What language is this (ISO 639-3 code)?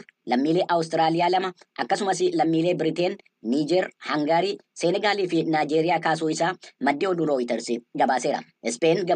orm